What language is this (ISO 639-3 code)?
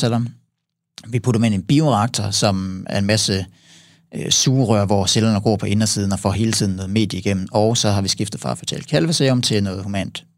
dan